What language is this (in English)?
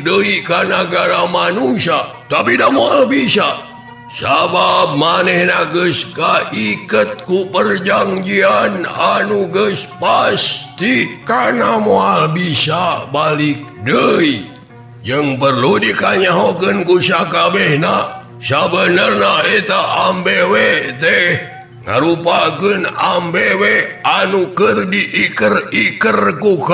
Sundanese